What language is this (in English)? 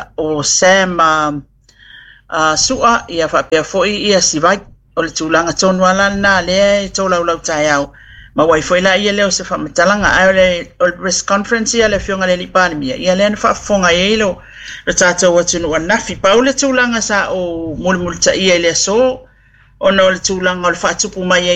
Samoan